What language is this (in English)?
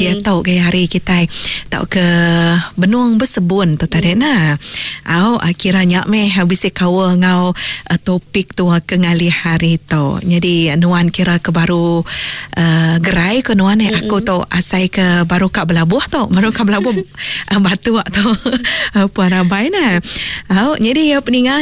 Iban